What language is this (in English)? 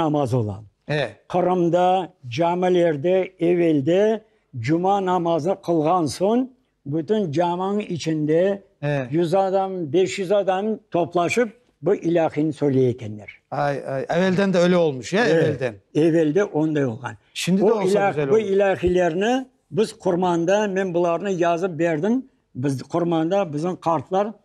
Crimean Tatar